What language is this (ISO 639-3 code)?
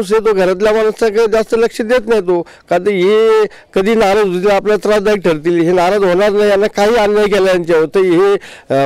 mar